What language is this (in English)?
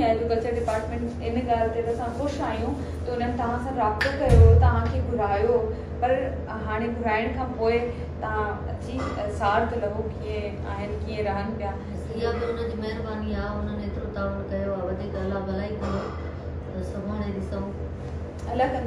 Sindhi